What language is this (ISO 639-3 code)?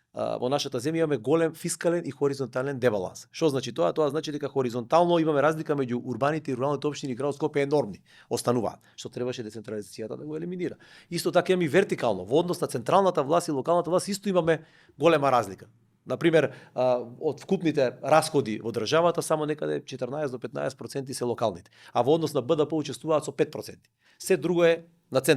mkd